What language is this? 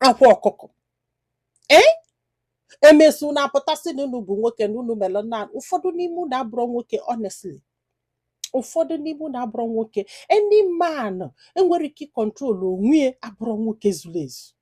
Igbo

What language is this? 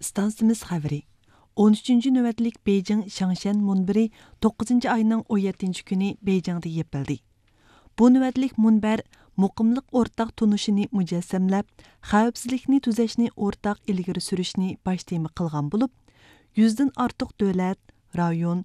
Uyghur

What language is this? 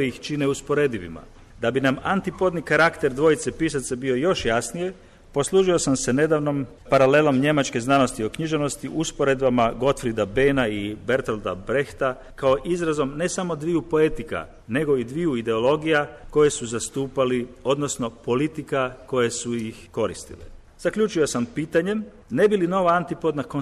Croatian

